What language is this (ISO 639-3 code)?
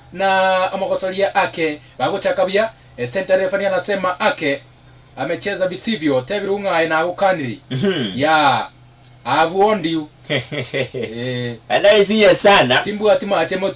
guz